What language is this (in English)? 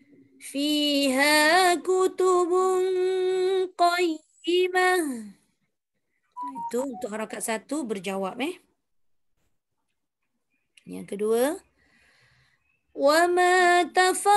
Malay